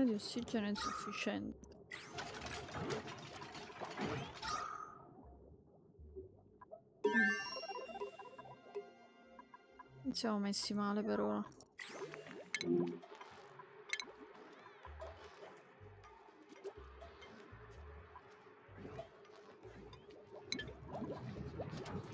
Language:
Italian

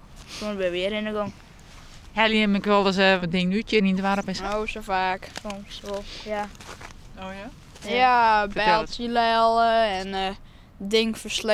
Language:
Western Frisian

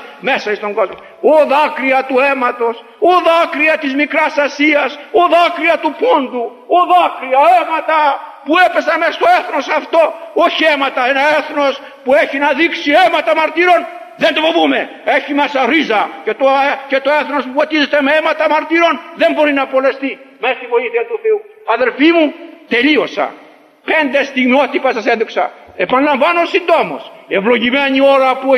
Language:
Greek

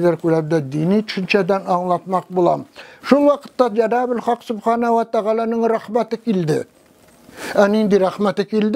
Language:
Tatar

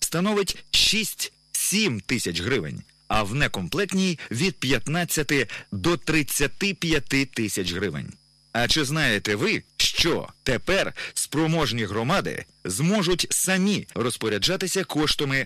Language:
Ukrainian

